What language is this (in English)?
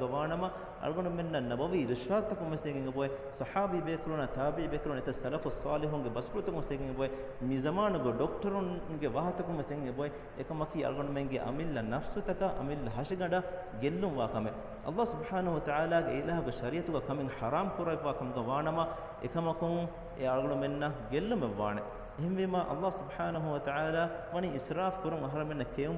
Divehi